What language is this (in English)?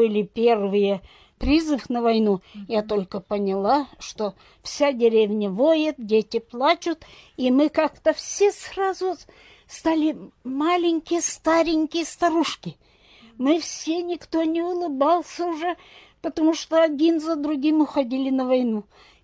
Russian